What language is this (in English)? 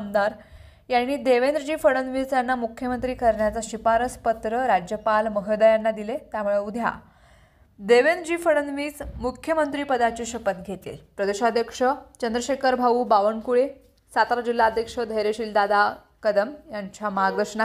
Marathi